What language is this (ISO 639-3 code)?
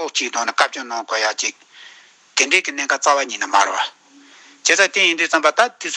bod